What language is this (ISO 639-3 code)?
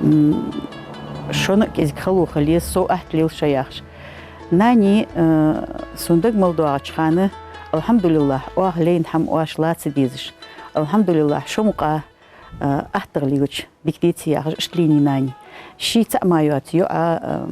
inh